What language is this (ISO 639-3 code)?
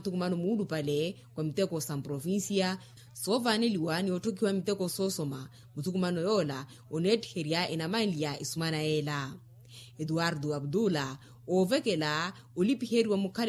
vmw